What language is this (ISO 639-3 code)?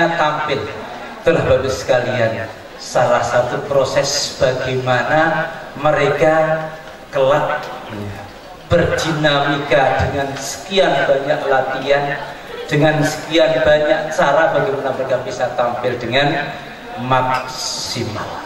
ind